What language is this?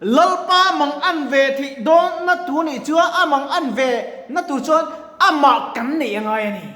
Mizo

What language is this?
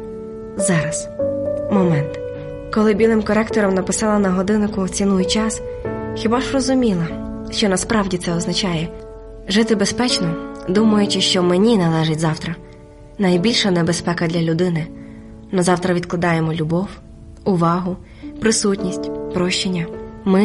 Ukrainian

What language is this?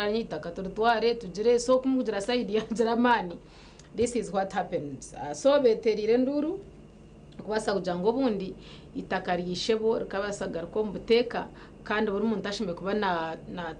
Nyankole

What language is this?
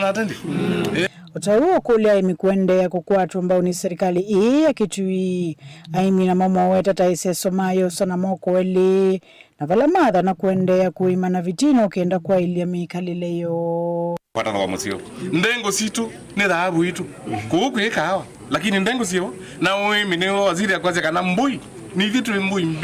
Kamba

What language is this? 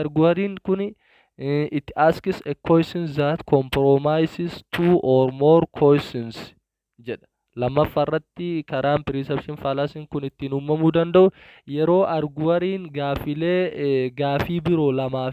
Oromo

